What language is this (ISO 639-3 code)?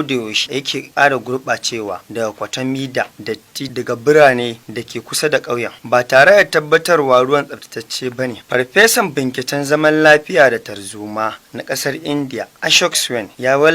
hau